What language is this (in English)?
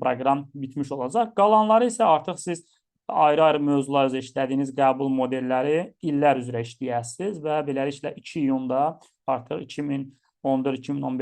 Azerbaijani